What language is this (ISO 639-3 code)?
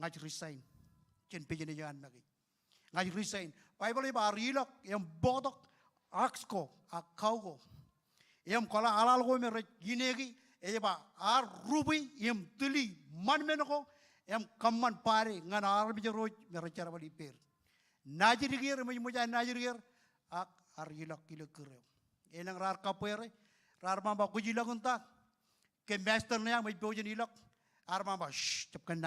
mah